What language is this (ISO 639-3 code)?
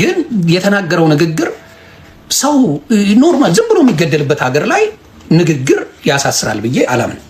amh